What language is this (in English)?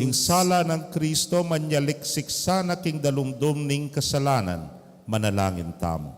Pampanga